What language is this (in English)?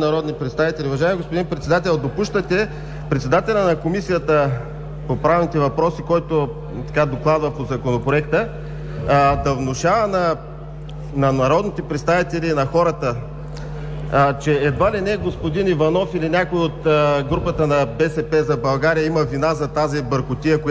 Bulgarian